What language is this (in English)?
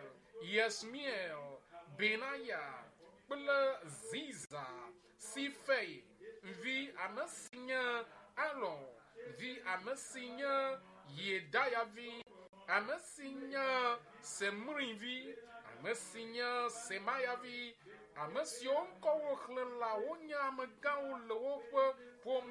Ewe